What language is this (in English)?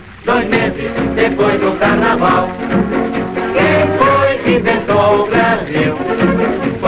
Portuguese